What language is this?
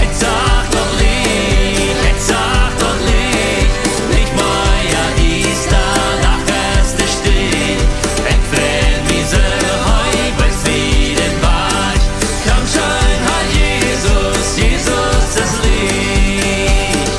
Plautdietsch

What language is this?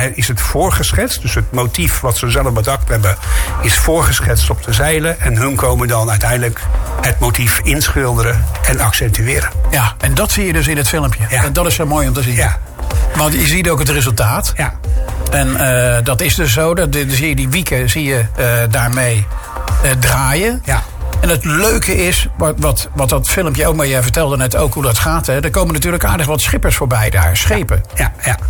Dutch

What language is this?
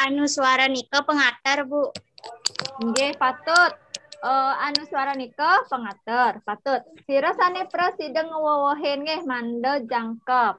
Balinese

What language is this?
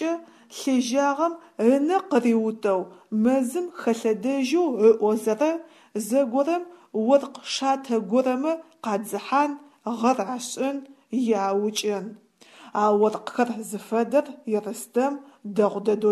Adyghe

